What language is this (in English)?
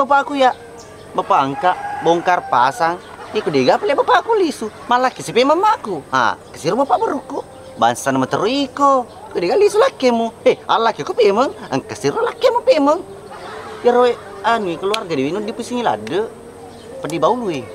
Buginese